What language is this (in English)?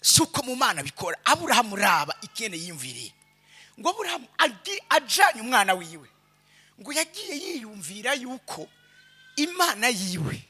Rundi